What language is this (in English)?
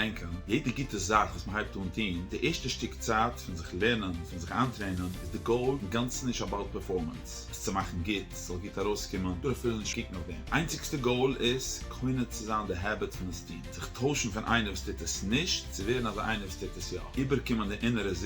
Yiddish